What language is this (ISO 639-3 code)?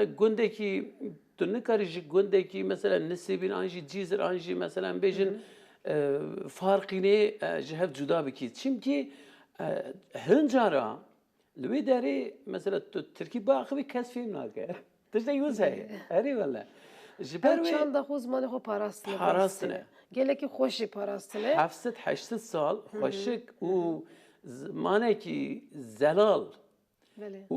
kur